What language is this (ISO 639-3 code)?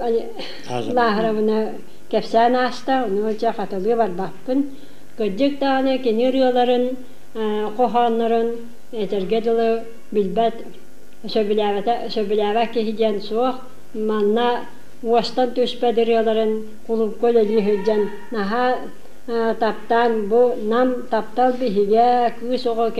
sah